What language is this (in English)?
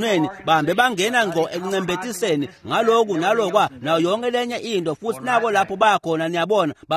Swati